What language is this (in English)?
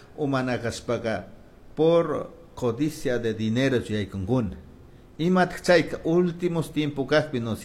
Chimborazo Highland Quichua